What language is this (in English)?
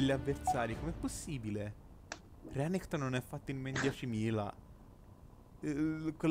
Italian